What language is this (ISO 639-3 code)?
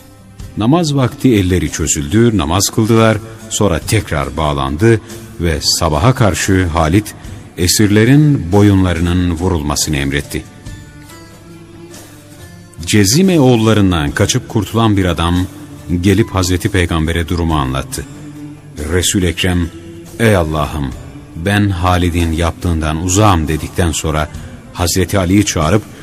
tur